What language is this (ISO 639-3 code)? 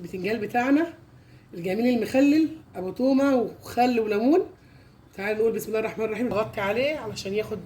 arz